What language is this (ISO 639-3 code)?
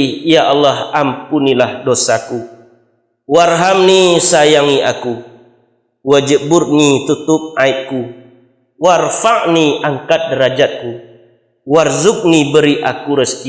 min